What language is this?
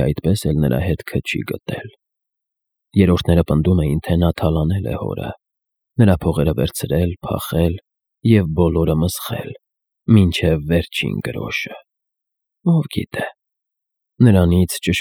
Armenian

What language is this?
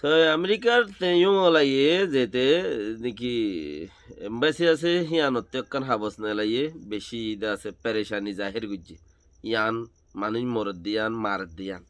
Rohingya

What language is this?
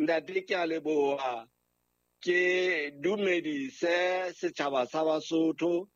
Southern Sotho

